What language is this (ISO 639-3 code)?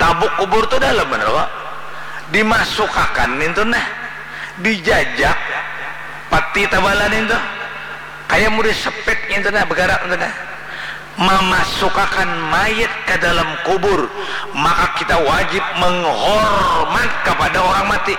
bjn